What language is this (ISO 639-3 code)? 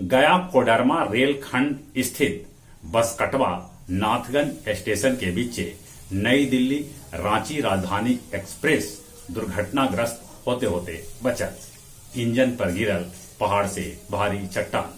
mag